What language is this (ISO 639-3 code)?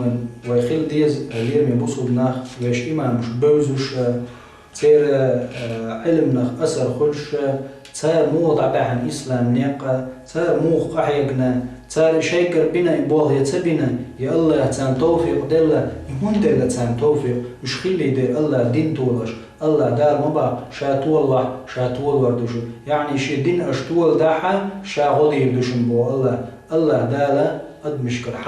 che